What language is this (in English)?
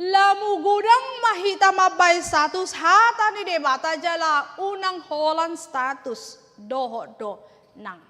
Batak Toba